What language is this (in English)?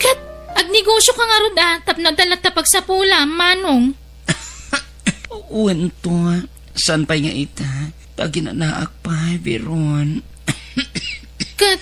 Iloko